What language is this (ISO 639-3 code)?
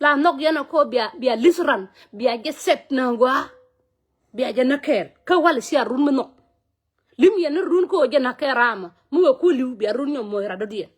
nus